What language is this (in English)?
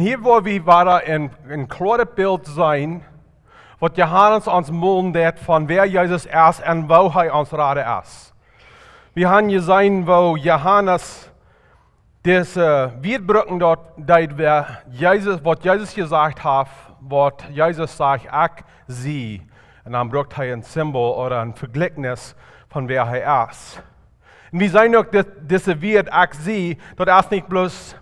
Plautdietsch